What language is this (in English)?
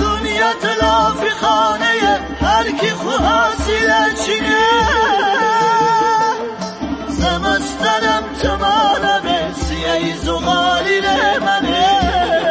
Persian